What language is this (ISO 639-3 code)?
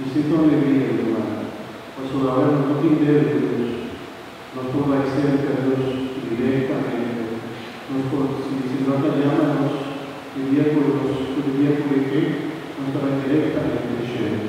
pap